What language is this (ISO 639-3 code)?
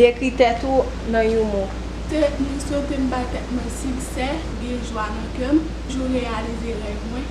hat